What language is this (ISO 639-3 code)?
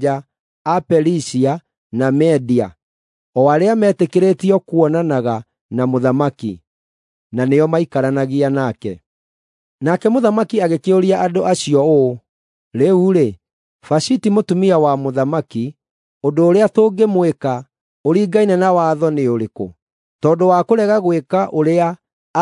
kik